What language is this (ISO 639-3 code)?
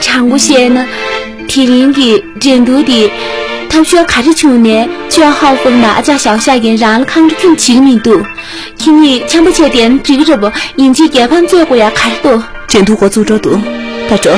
bod